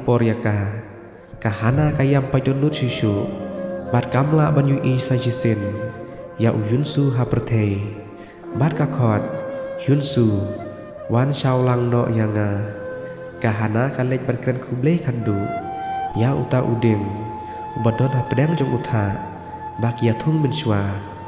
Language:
Khasi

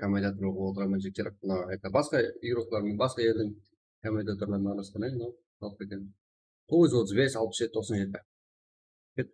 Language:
Kara-Kalpak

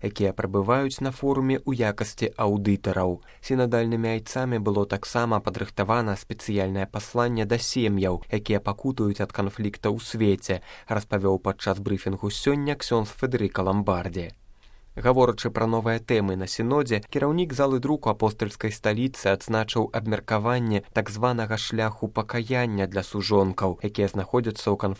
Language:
Belarusian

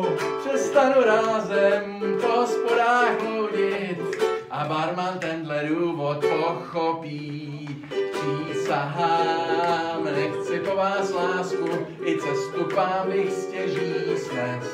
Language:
Czech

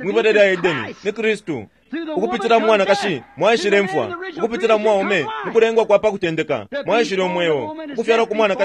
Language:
Bemba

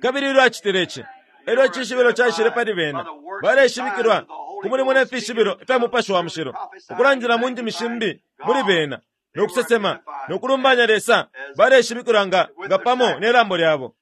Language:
Bemba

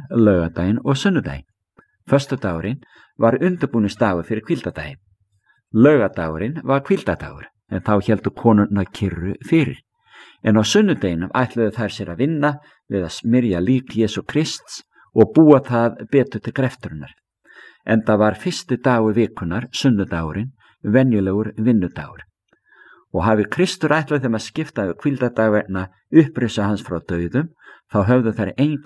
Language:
Icelandic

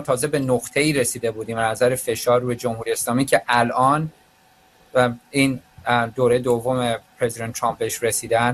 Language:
Persian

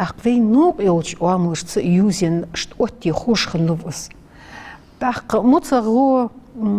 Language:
Ingush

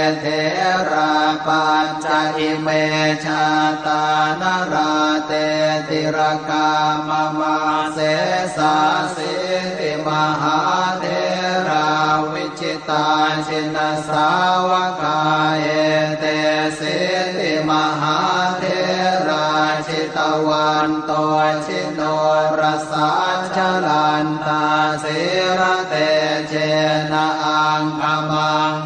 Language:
Pali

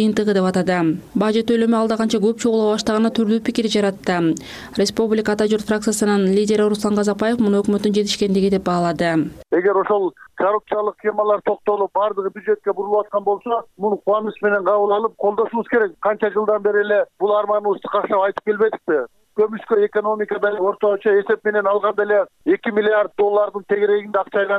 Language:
Kyrgyz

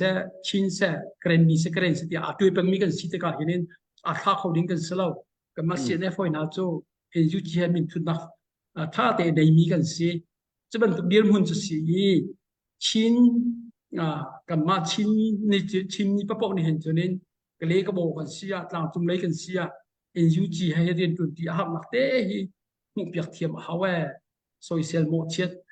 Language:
Hakha Chin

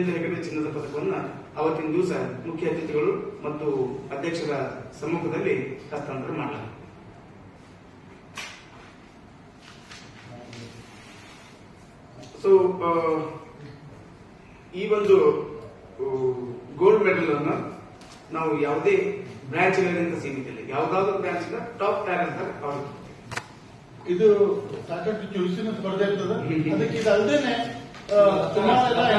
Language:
Kannada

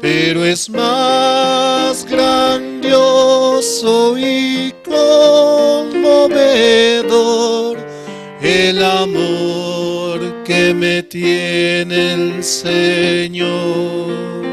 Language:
Aymara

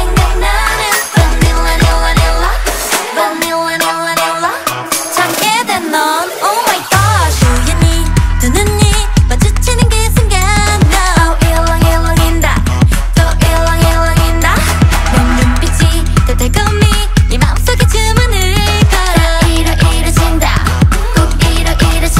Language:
Korean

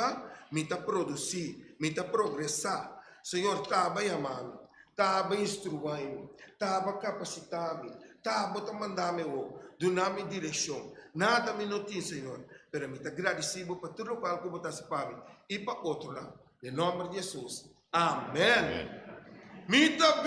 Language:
Papiamento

